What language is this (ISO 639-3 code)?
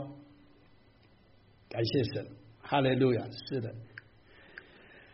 zho